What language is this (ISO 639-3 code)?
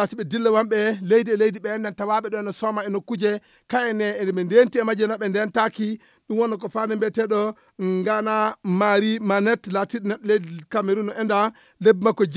ful